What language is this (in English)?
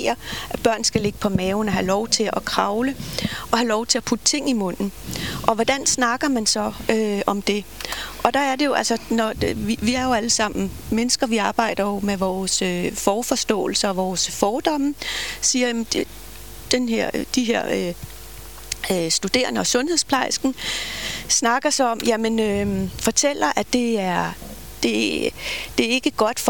Danish